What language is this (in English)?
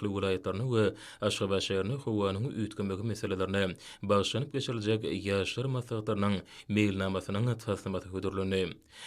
Turkmen